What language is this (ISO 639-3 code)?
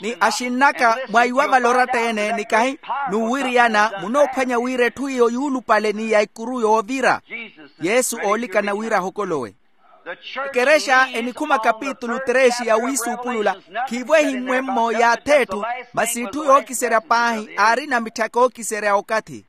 vmw